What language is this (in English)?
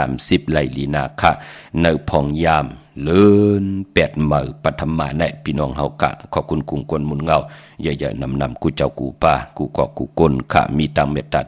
Shan